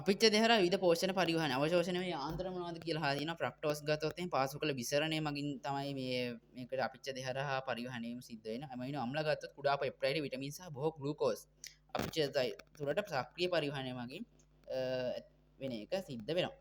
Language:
Sinhala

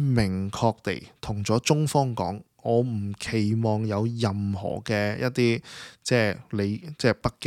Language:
Cantonese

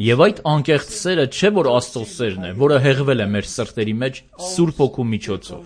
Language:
Armenian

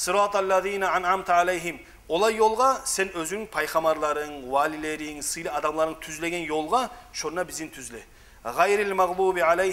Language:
Kumyk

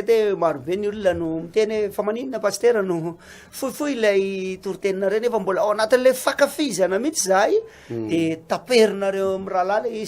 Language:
Malagasy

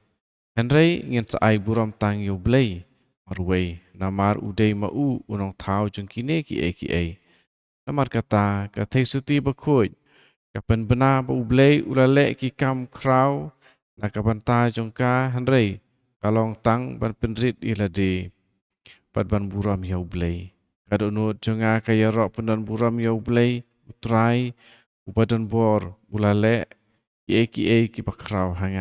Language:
Khasi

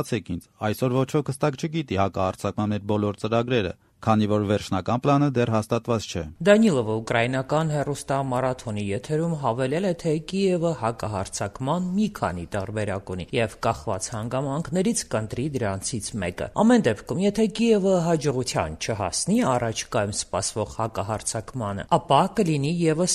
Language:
Armenian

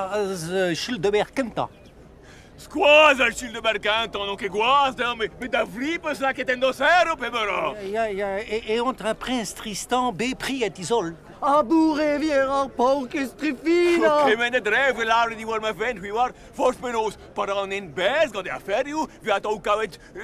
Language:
Breton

